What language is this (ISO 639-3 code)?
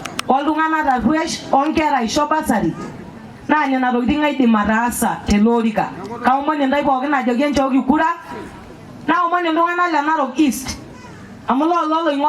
mas